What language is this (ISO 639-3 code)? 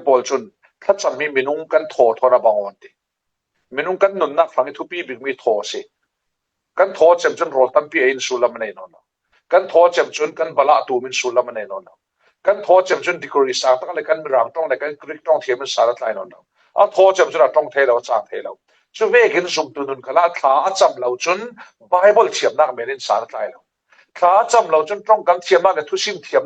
cfm